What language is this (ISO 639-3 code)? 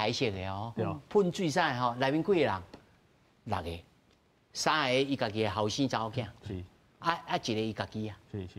nan